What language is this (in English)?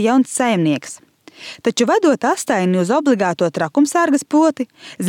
Latvian